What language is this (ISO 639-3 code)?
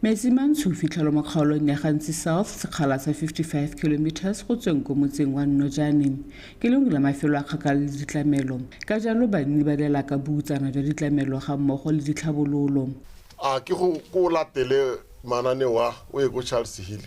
tsn